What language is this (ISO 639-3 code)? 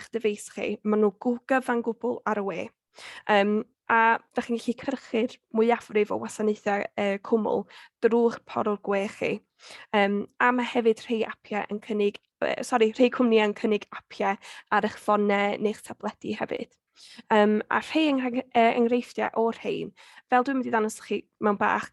cym